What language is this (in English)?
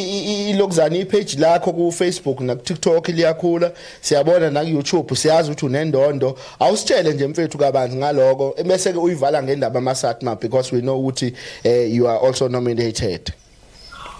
Zulu